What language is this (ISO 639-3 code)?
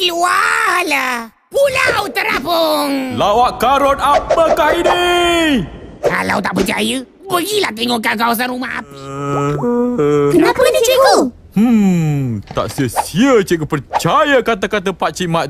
msa